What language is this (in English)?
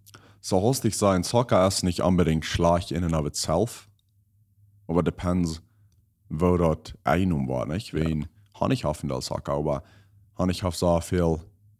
Plautdietsch